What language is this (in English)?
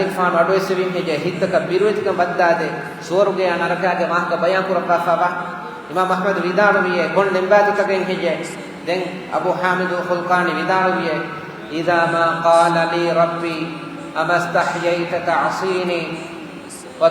Divehi